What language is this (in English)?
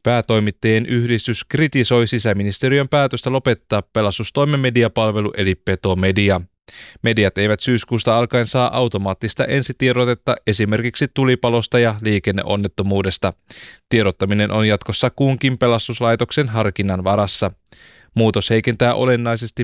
Finnish